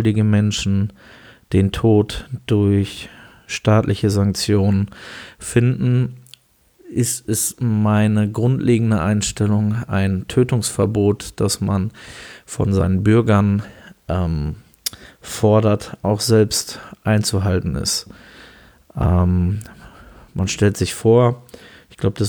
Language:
German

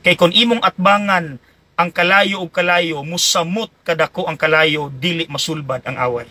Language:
Cebuano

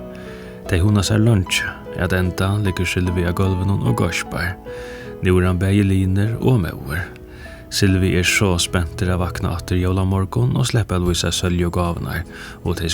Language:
Faroese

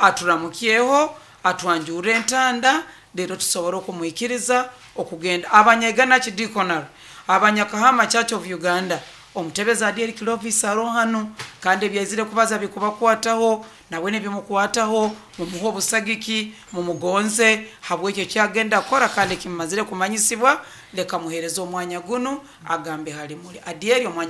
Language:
Nyoro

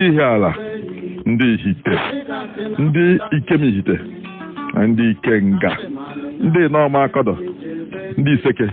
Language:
Igbo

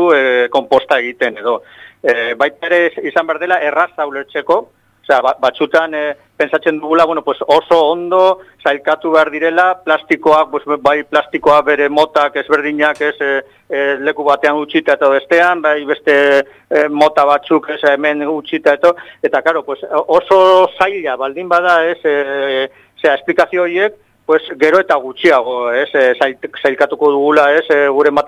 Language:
Basque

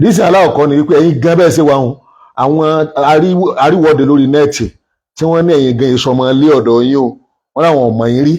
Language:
Yoruba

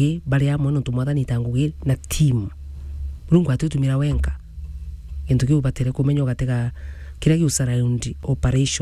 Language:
Meru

